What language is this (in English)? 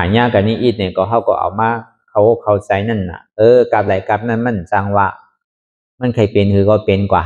Shan